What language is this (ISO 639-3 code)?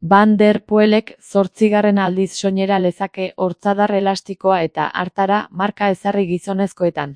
eus